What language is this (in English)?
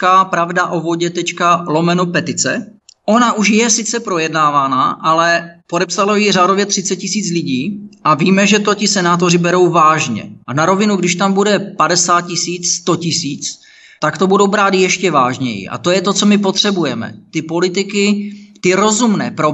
Czech